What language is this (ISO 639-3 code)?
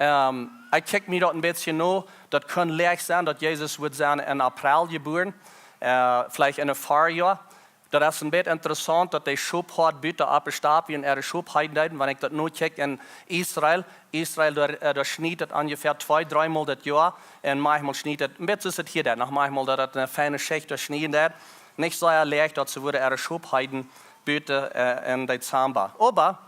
pdt